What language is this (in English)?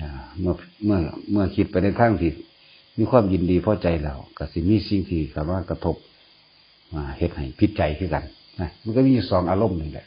Northeastern Thai